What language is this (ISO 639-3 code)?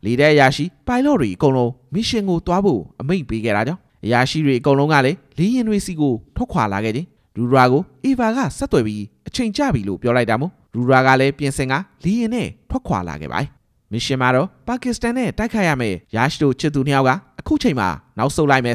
mya